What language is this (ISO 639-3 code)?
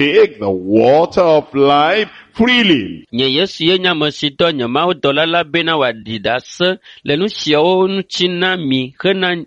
ewe